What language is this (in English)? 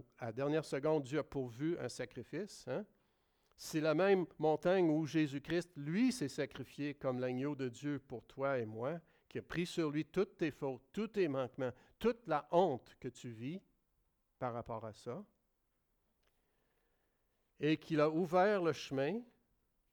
French